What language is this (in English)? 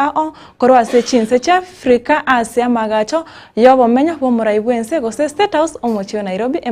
Gusii